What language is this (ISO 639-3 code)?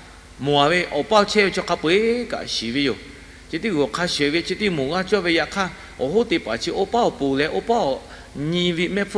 lhu